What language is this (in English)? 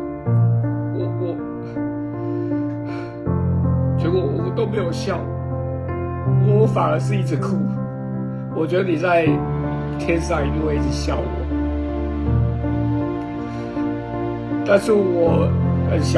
Chinese